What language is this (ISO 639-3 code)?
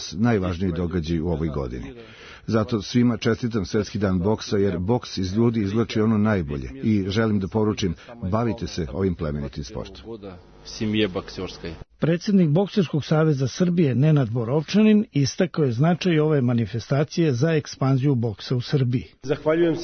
srp